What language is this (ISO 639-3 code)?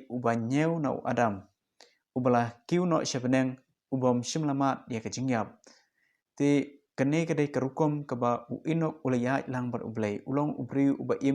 kha